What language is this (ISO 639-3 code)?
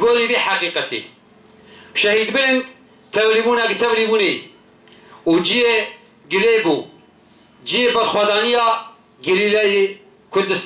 kur